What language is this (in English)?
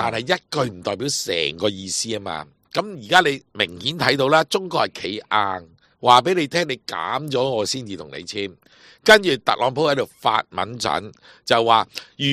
Cantonese